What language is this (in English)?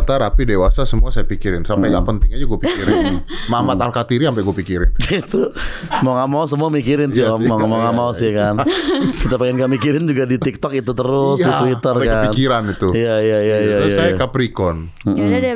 Indonesian